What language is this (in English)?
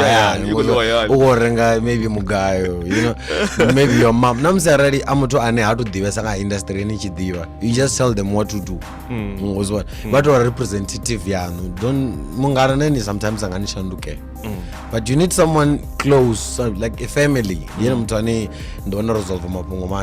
Venda